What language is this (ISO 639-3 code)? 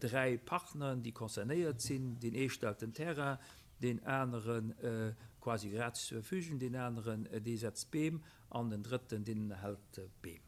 ltz